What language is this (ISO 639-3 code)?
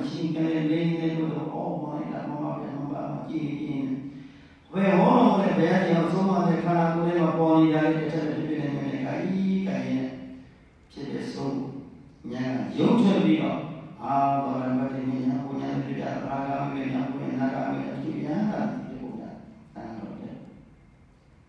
mya